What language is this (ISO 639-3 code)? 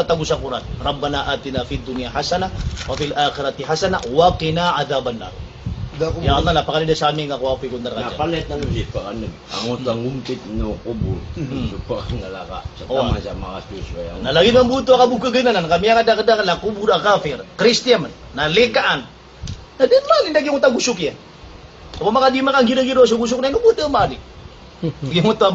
mrw